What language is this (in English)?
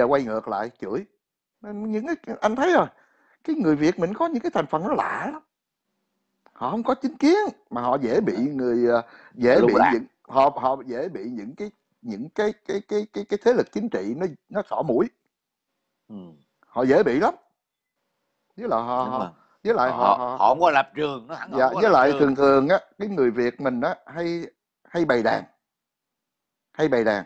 Vietnamese